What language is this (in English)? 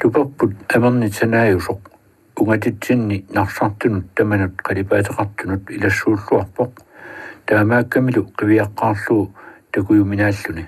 Kalaallisut